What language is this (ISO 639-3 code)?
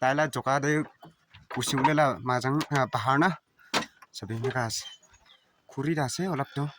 nag